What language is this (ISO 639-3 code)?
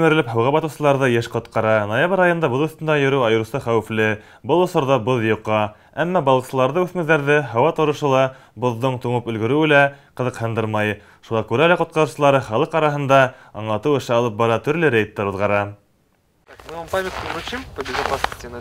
bak